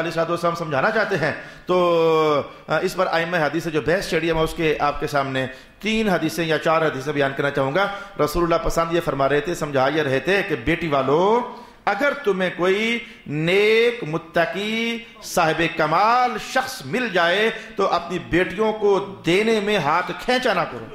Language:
Urdu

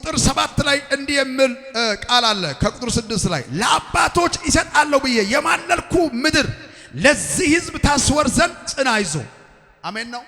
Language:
Amharic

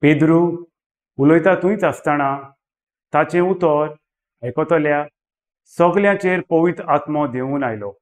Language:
Konkani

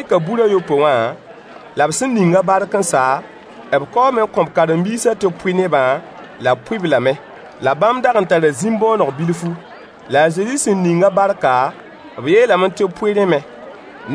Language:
Mossi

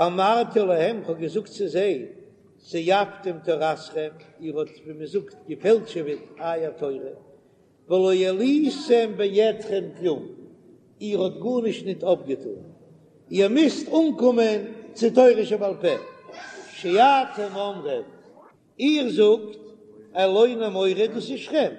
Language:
Yiddish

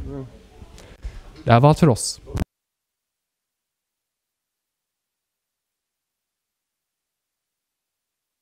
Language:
Swedish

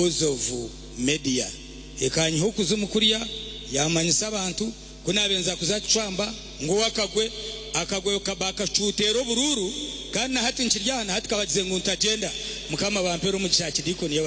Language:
Nyankole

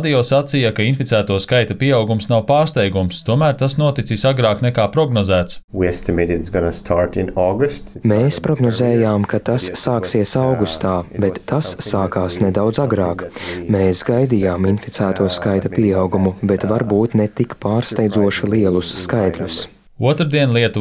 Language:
Latvian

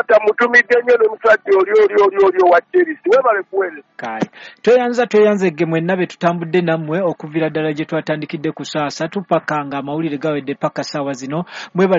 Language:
Ganda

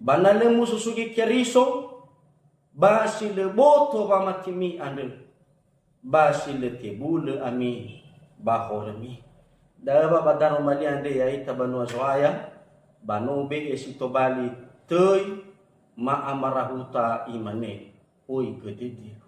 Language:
Nias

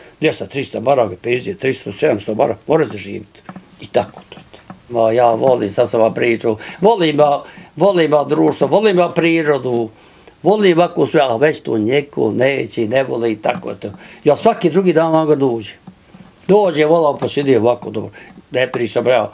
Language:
Bosnian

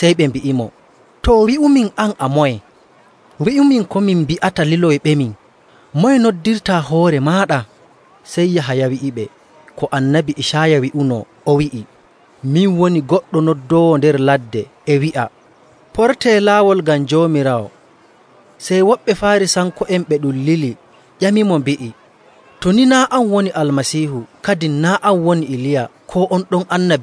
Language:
Nigerian Fulfulde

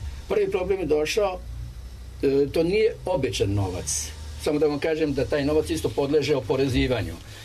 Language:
Serbian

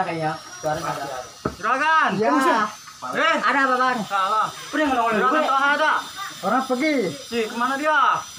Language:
Betawi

